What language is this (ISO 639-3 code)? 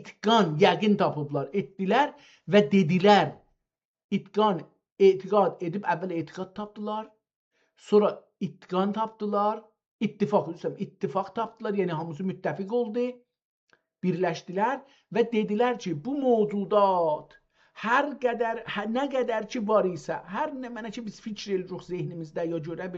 azb